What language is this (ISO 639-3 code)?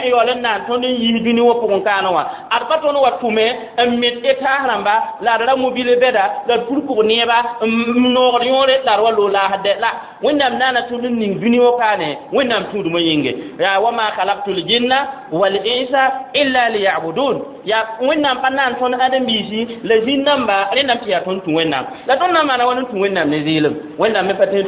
mos